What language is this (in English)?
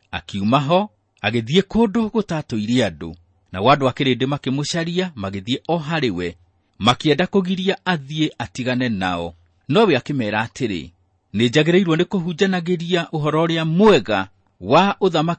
Kikuyu